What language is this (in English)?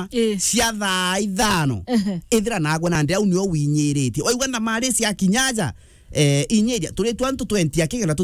Meru